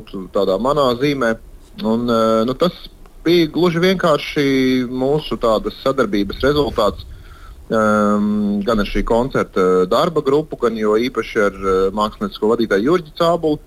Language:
Latvian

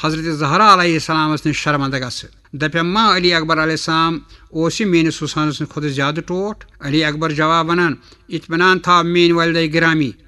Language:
Kashmiri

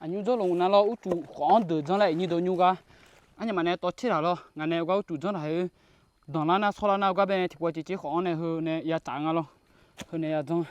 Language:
Akha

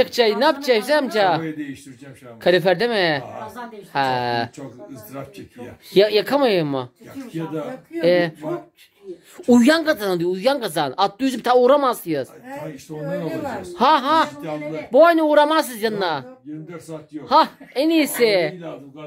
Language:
Turkish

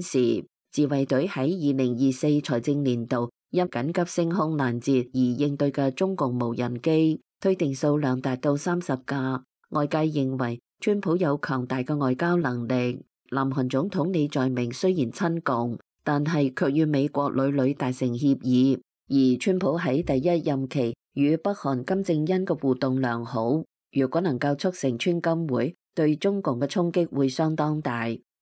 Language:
Cantonese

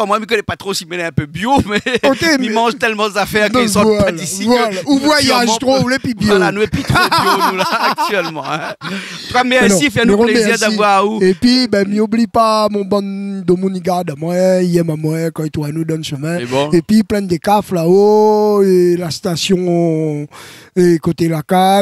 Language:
Réunion Creole French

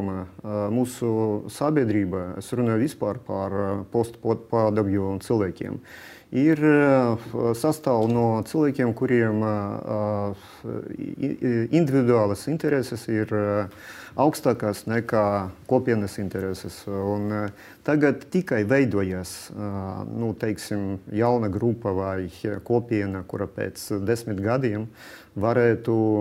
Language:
Latvian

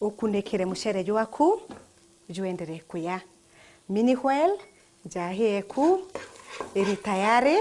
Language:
Meru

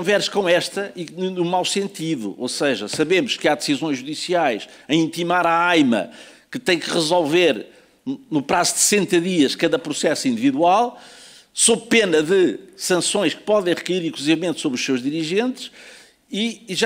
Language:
Portuguese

